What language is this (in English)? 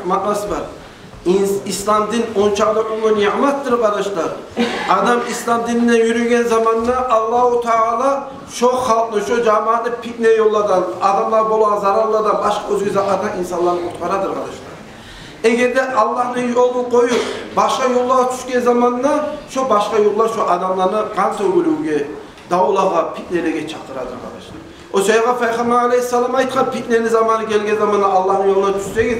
Kumyk